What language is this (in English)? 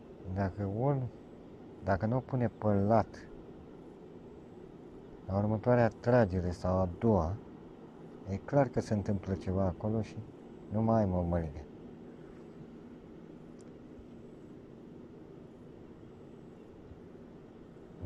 Romanian